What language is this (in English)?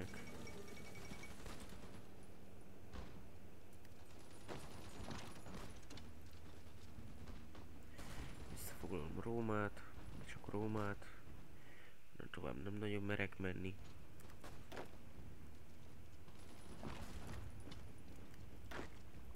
Hungarian